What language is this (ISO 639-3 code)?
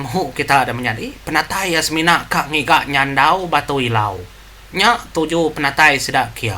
iba